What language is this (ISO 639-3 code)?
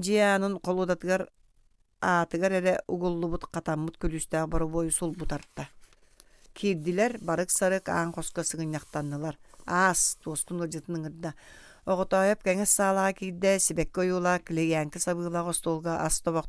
sah